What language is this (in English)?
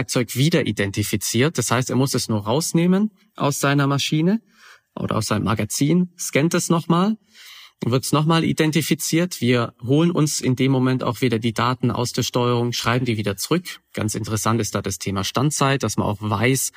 German